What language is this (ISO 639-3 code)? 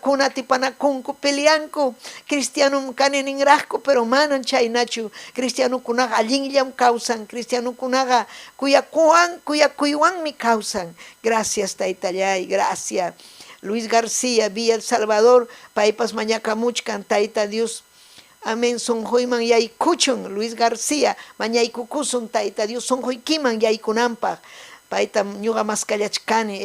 quy